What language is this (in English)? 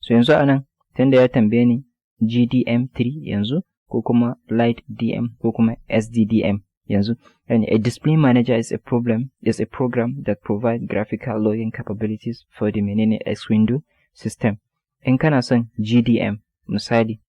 Hausa